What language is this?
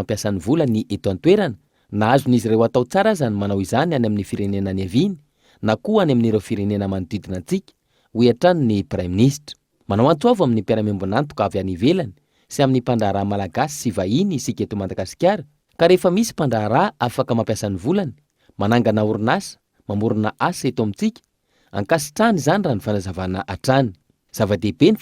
Malagasy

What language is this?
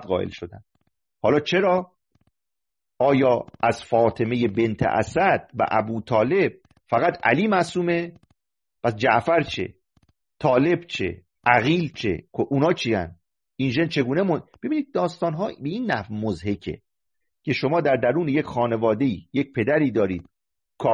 Persian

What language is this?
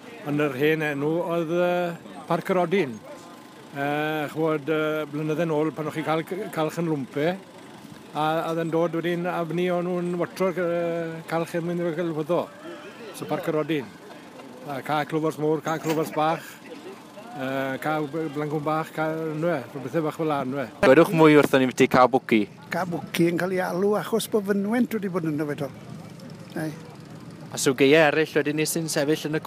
Welsh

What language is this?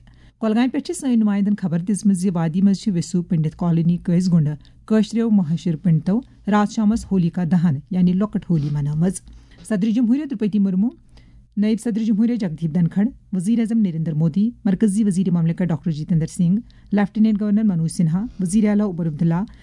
Kashmiri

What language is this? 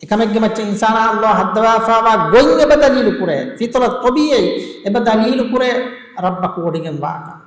Divehi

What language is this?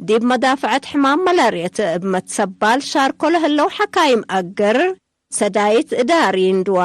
Tigre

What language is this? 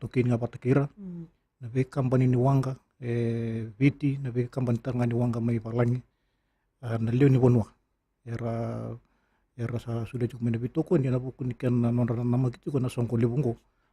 Fijian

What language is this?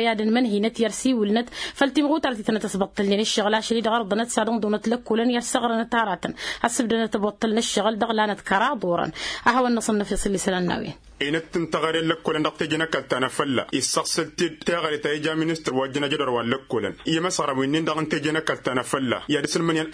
Tamasheq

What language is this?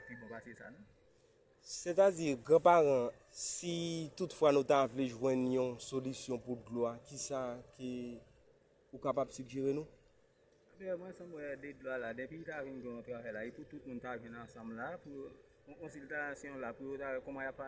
Haitian Creole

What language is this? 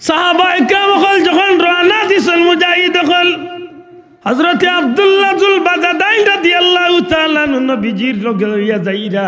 Sylheti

